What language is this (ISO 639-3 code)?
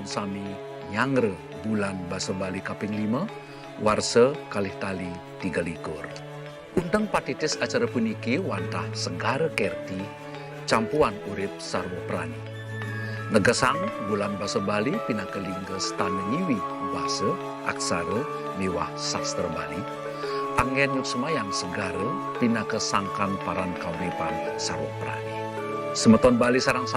ban